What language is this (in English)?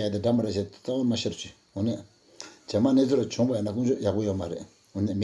Tibetan